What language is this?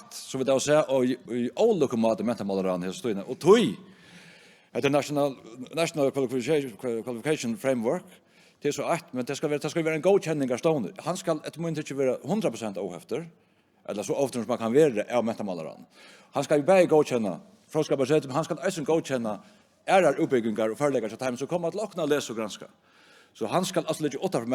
Faroese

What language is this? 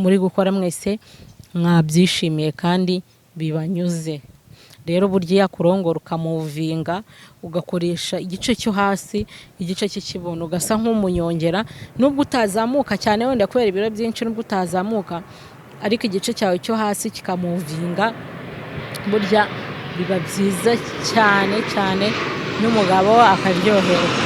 Kinyarwanda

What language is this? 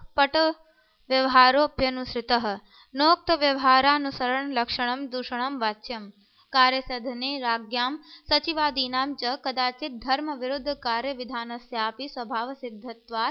Sanskrit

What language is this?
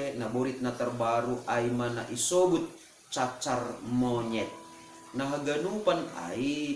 Batak Simalungun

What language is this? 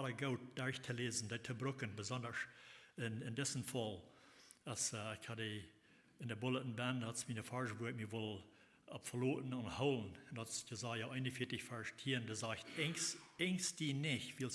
Plautdietsch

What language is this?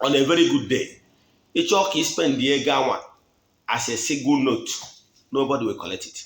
Igbo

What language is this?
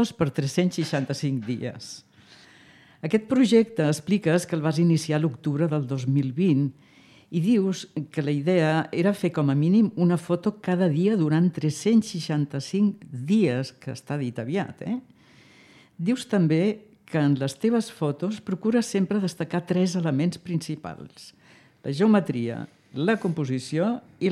Catalan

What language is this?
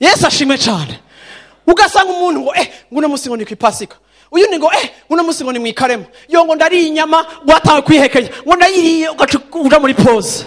Rundi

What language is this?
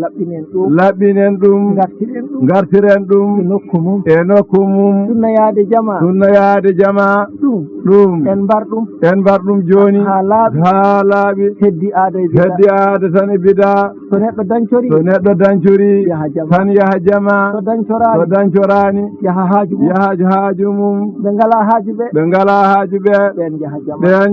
Fula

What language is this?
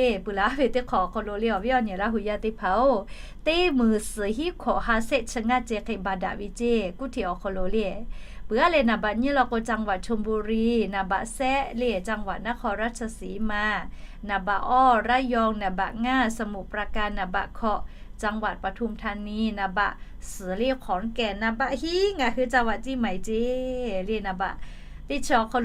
Lahu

